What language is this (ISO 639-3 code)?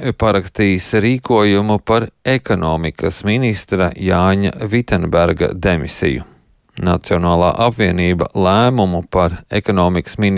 lav